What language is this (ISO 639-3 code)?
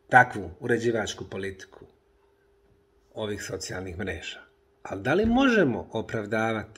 bos